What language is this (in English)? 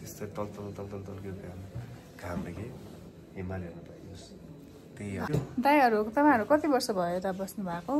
Nepali